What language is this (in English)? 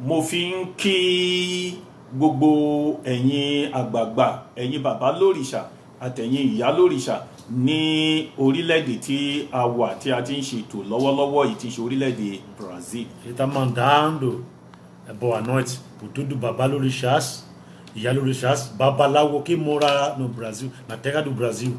Yoruba